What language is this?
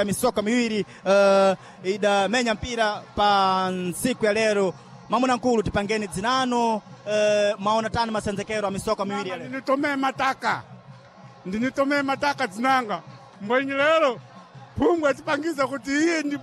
Sena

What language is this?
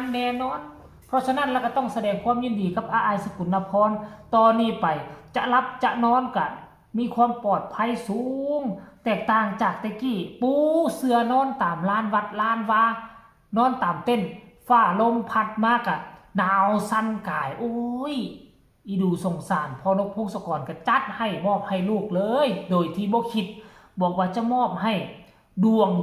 Northeastern Thai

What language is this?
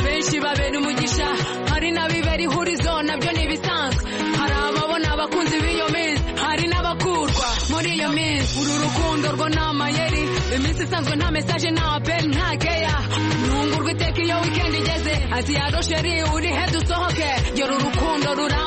Kinyarwanda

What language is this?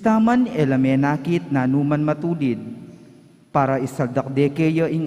Pampanga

